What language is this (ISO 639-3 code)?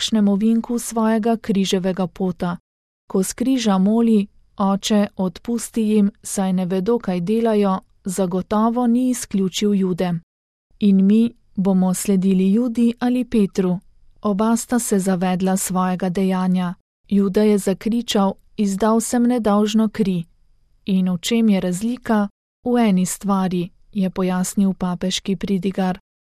slv